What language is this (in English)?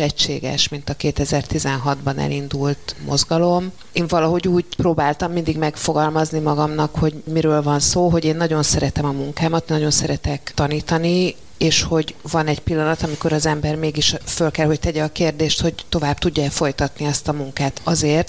Hungarian